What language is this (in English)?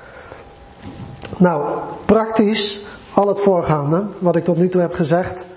Dutch